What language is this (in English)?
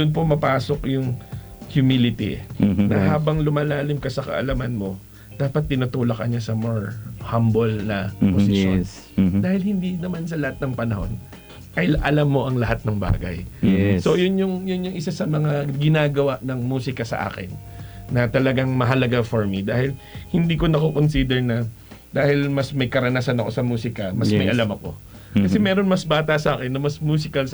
Filipino